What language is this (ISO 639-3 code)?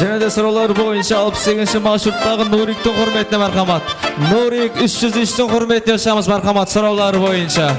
kaa